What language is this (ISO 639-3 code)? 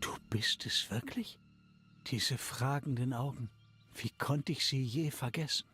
bar